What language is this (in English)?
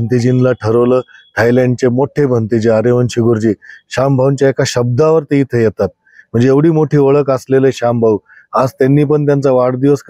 Marathi